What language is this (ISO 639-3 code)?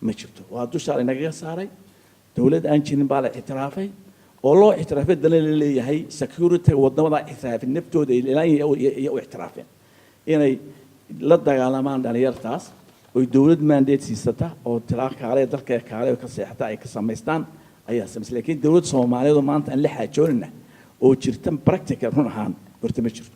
som